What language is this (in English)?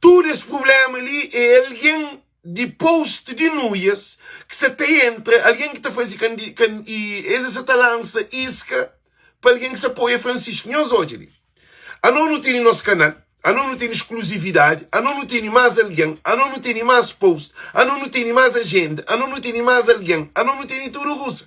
Kabuverdianu